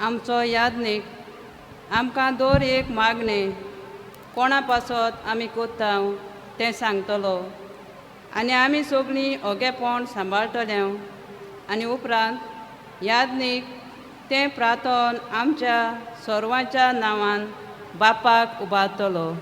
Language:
Konkani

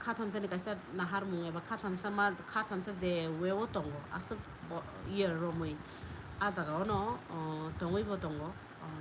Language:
Kok Borok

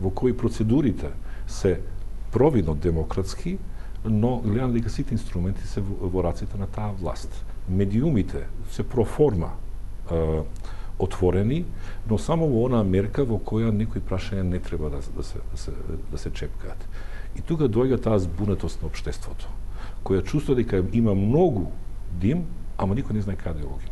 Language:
Macedonian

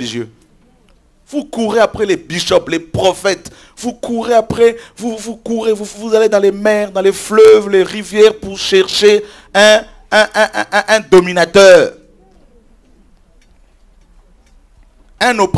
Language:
French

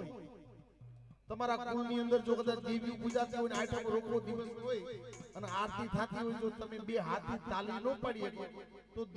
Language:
Gujarati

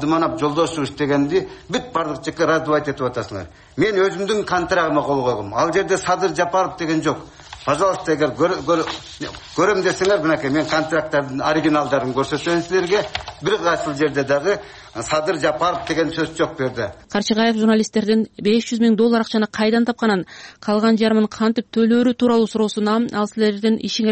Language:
Kyrgyz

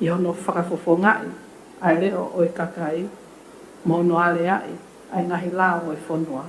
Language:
Tongan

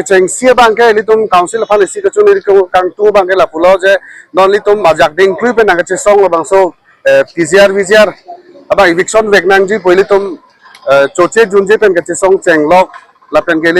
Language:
Karbi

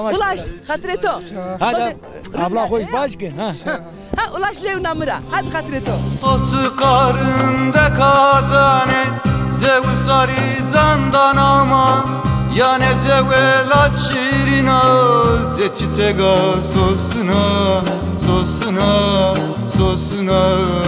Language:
Zaza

